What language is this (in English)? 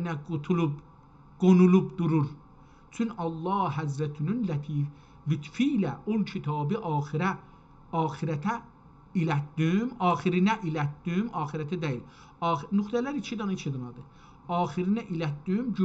South Azerbaijani